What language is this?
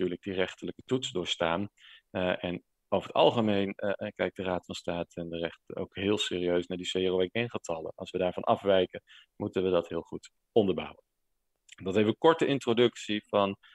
Dutch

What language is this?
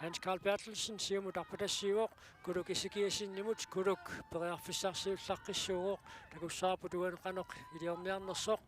Kalaallisut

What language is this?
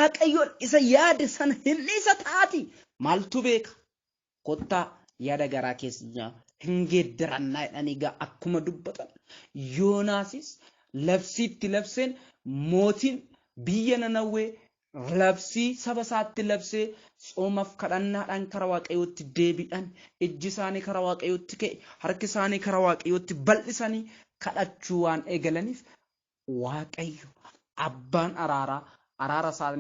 Oromo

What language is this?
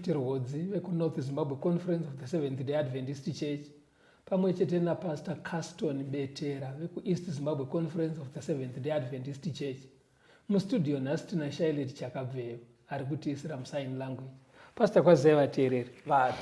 Shona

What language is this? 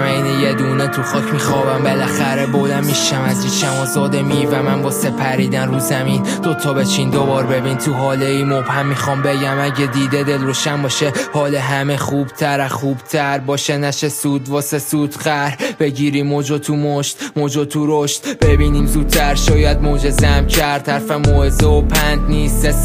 Persian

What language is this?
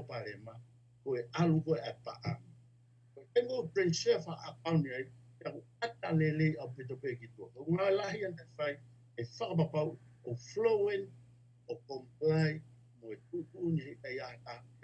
Tongan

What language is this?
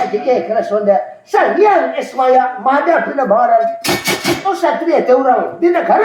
Banjar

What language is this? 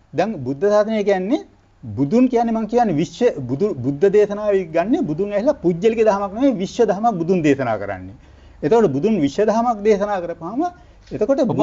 Sinhala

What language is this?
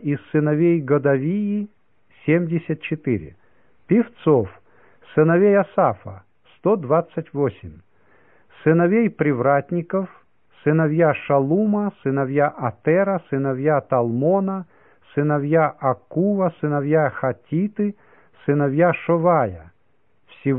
Russian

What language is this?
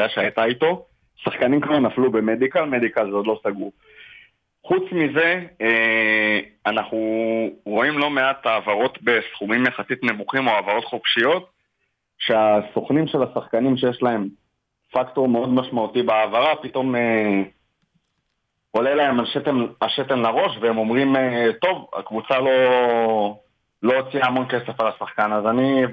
Hebrew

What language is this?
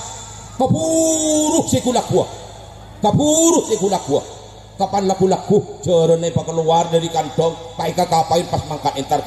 Madurese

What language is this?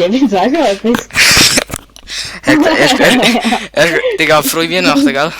Swiss German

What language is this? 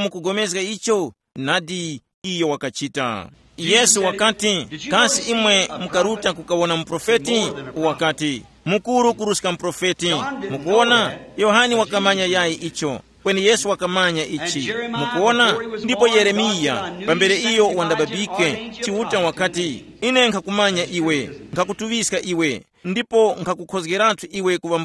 Tumbuka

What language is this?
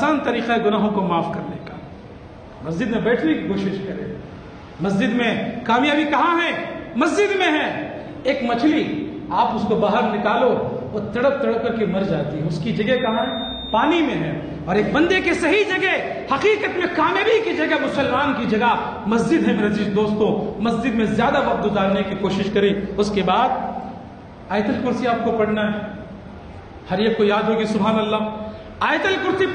Urdu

